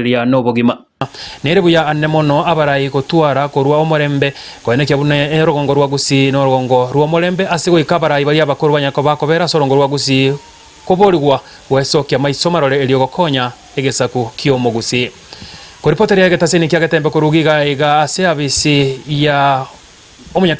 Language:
Gusii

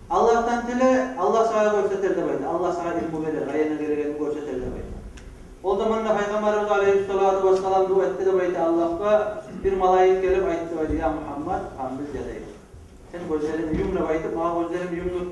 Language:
Kumyk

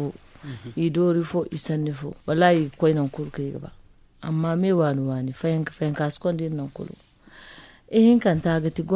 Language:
Zarma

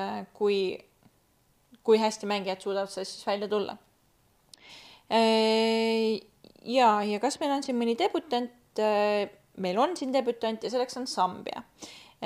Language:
Estonian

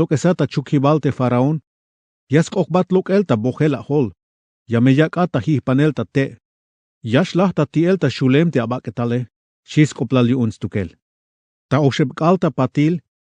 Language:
Tzeltal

